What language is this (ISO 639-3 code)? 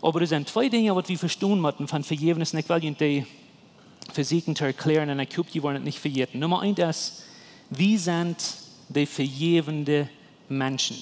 pdt